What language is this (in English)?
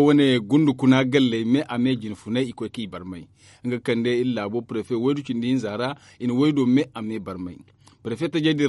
Zarma